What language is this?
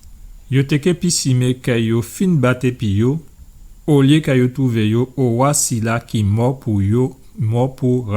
Guadeloupean Creole French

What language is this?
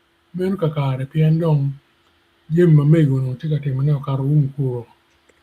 Acoli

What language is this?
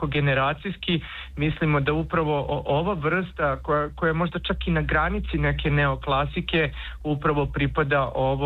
Serbian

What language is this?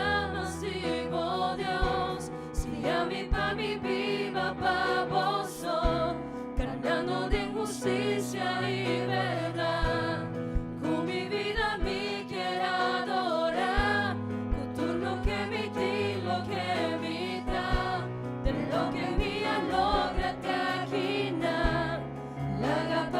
Papiamento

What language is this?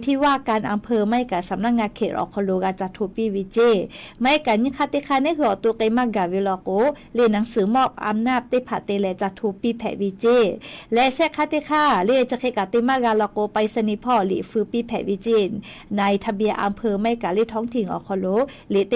Lahu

